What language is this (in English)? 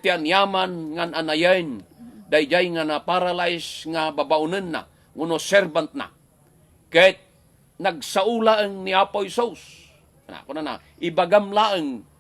Iloko